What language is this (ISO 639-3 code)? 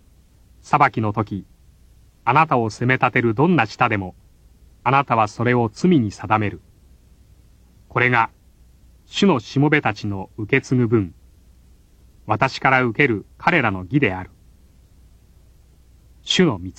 jpn